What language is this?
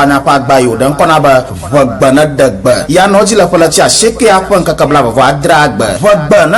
Ewe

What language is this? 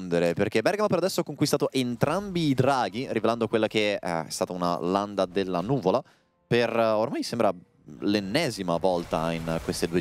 Italian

